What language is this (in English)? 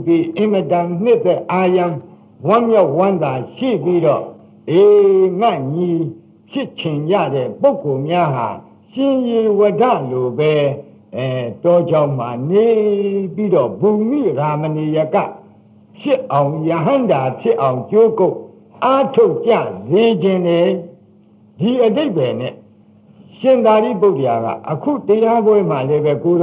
Burmese